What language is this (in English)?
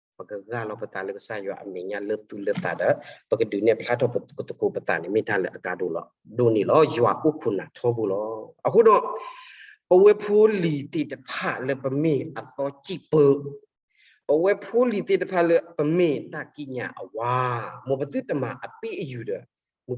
S'gaw Karen